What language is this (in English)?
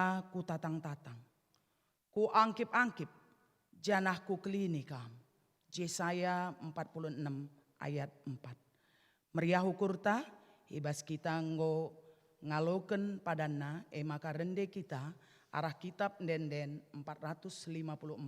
Batak Karo